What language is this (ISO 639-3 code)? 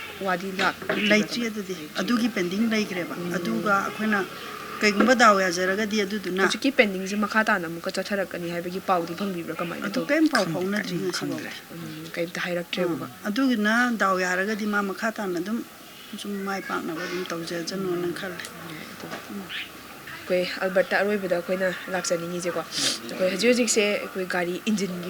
mni